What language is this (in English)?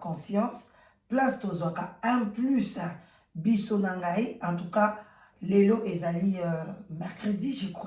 Lingala